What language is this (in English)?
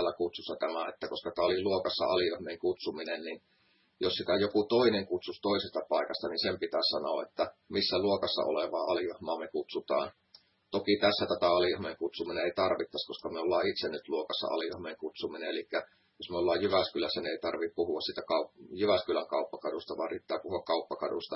Finnish